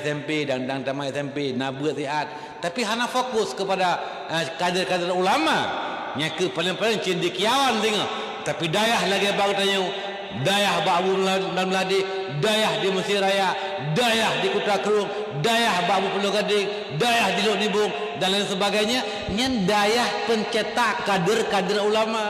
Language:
Achinese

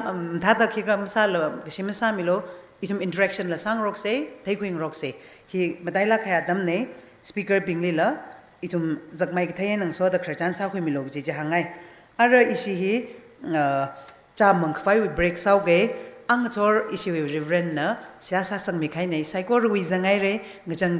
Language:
Tangkhul Naga (India)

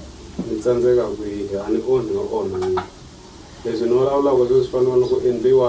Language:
Tsonga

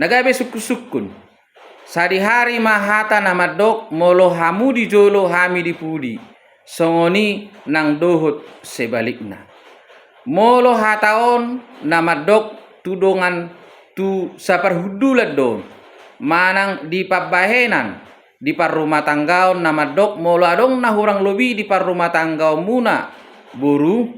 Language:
Batak Toba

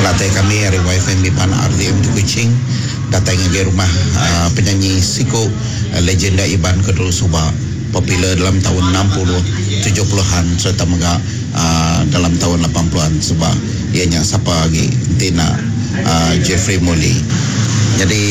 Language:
Iban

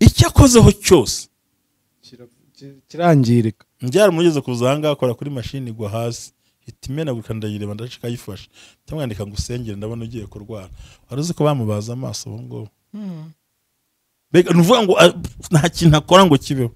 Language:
Kinyarwanda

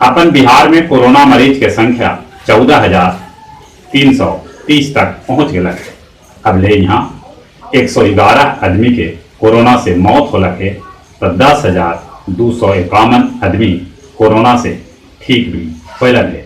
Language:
Magahi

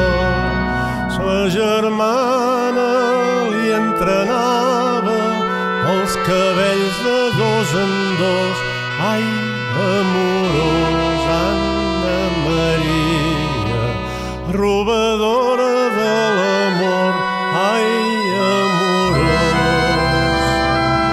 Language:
Catalan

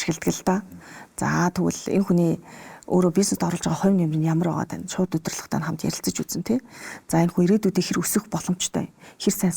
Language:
Mongolian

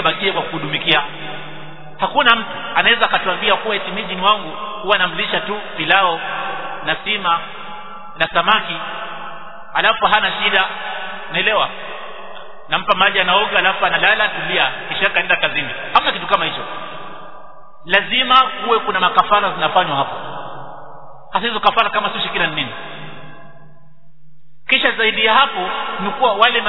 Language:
Swahili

